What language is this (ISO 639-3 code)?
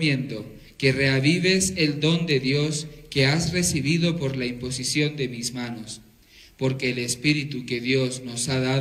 spa